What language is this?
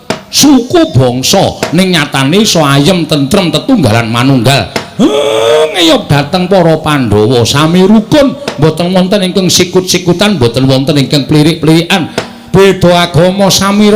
Javanese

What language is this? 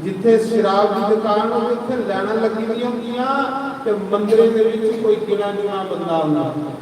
Dogri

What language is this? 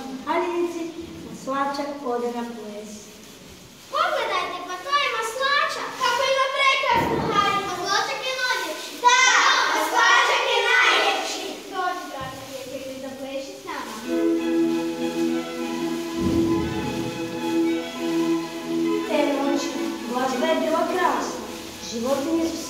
Croatian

